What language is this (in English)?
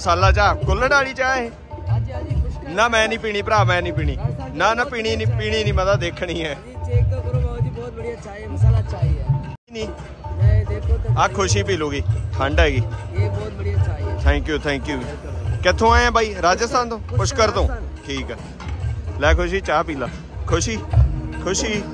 Punjabi